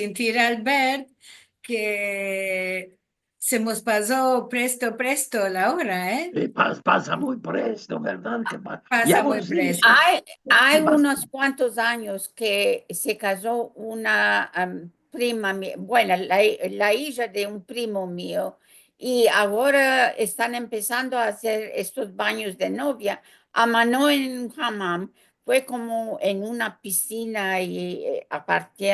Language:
Ladino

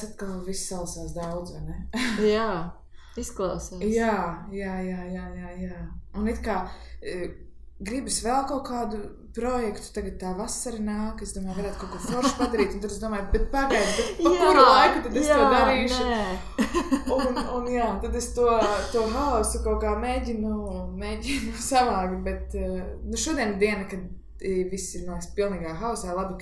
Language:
Latvian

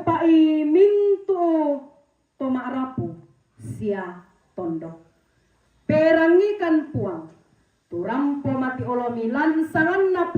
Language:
Toraja-Sa'dan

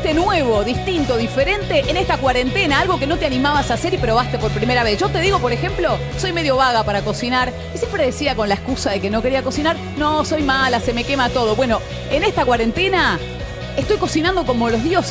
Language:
Spanish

